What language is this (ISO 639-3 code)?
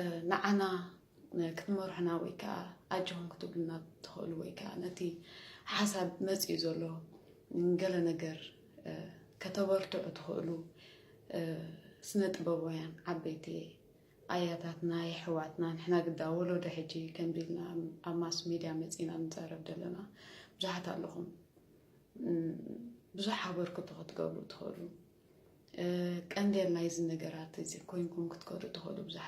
tir